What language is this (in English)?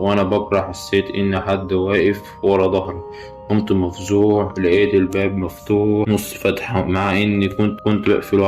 Egyptian Arabic